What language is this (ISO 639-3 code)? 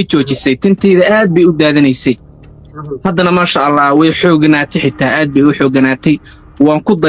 som